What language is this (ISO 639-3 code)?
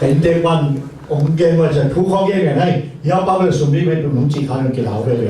ctd